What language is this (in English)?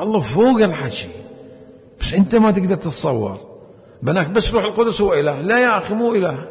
Mesopotamian Arabic